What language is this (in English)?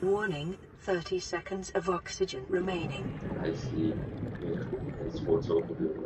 Swiss German